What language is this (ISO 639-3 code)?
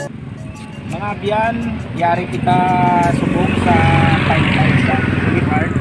hil